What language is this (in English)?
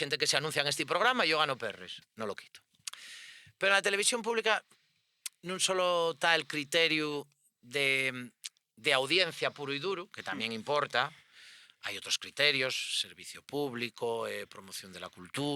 Asturian